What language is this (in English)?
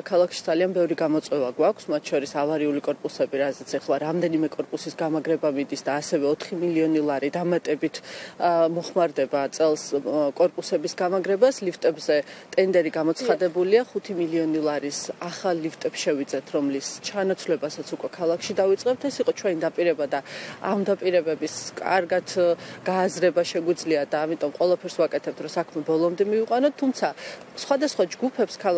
Georgian